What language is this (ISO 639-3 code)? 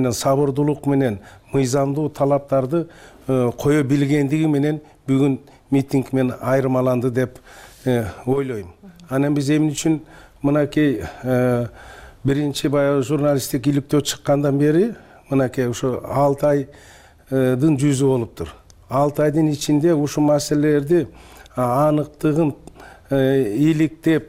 kir